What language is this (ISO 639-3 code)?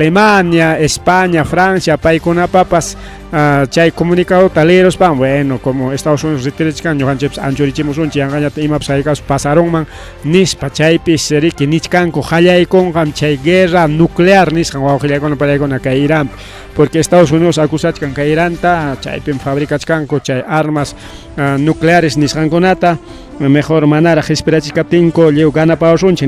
quy